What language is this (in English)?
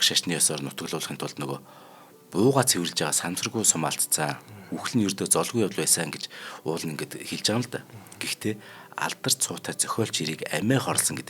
Mongolian